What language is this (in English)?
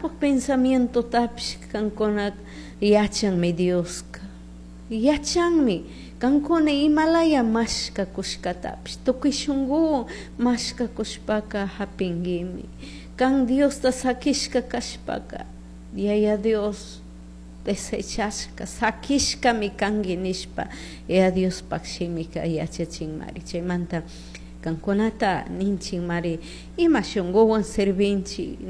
Chimborazo Highland Quichua